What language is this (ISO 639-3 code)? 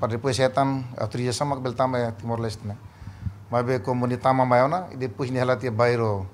tet